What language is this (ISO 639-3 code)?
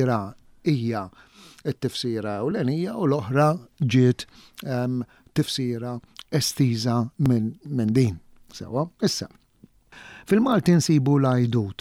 mlt